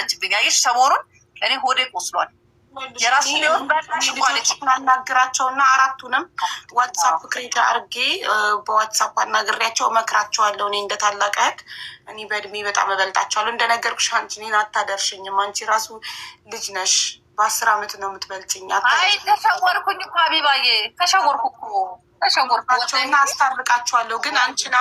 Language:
Amharic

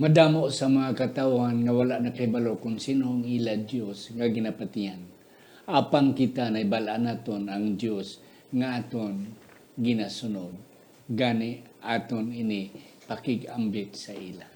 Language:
Hiligaynon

